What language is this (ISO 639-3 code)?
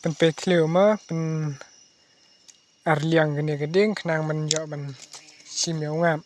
kha